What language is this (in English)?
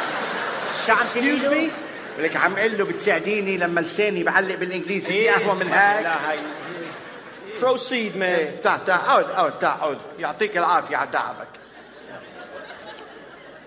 North Levantine Arabic